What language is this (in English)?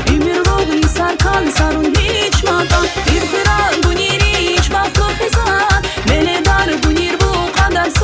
Tabassaran